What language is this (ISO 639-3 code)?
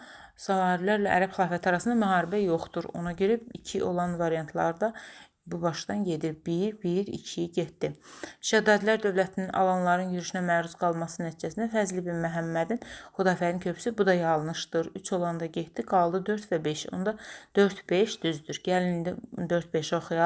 aze